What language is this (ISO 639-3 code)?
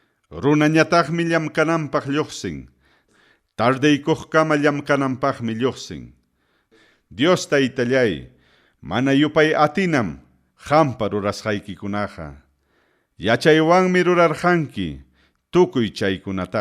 quy